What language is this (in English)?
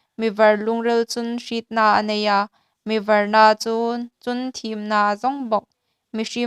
Hmar